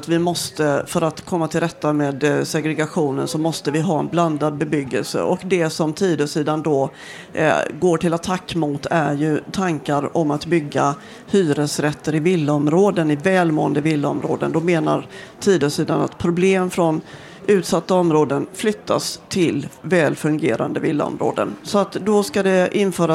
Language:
Swedish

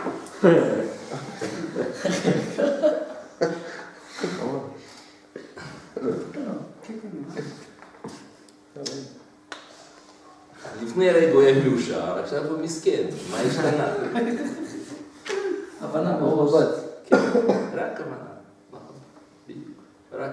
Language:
Hebrew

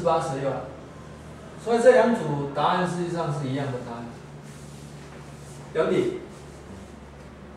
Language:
Chinese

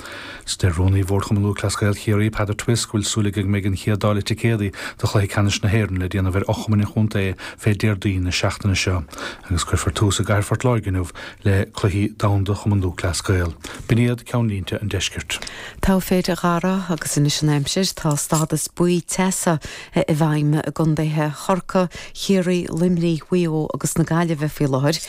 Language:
Irish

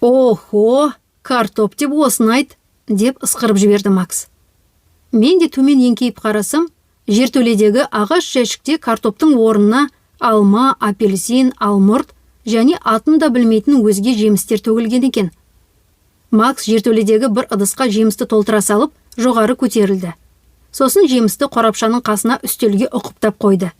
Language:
Kazakh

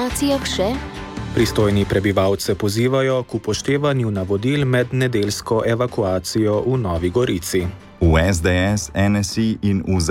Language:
Slovenian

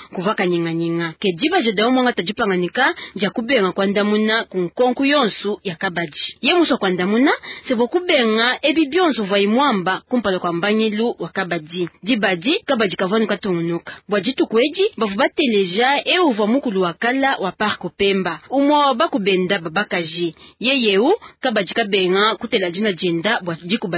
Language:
Luba-Lulua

